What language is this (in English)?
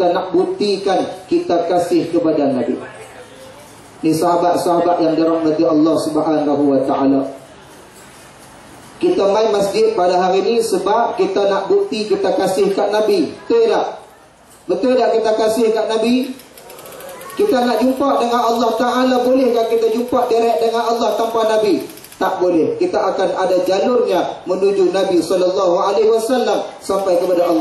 Malay